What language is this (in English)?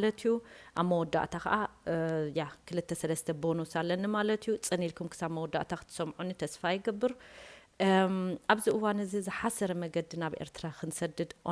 Tigrinya